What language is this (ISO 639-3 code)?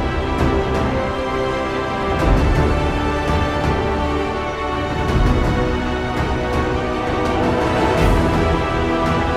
fra